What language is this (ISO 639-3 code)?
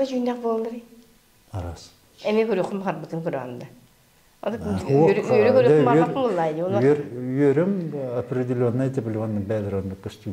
sah